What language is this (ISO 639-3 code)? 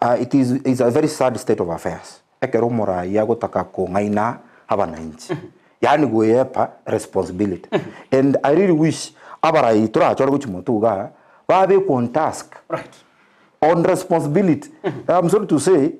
guz